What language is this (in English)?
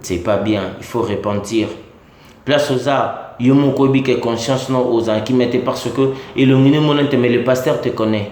Lingala